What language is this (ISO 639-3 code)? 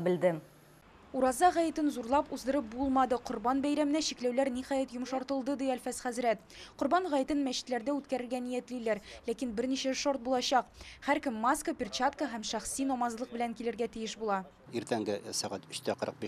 tat